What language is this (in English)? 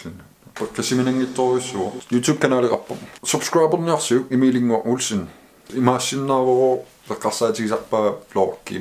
Kalaallisut